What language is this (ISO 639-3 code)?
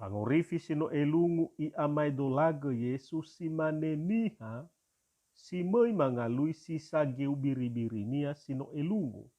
nia